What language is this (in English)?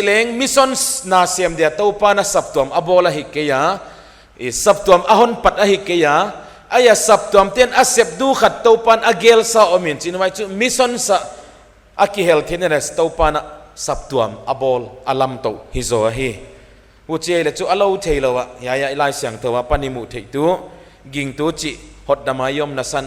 Paite Chin